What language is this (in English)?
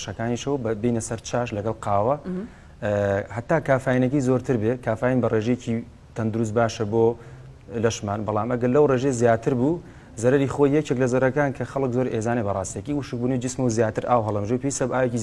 Central Kurdish